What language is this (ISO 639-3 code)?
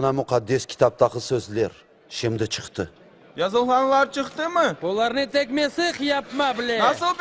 crh